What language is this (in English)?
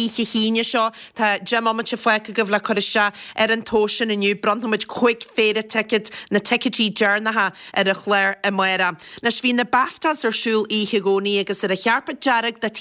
Irish